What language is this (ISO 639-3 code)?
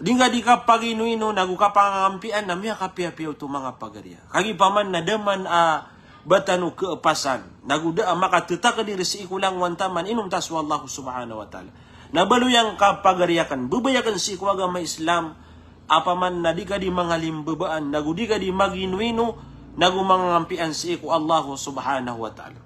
mrw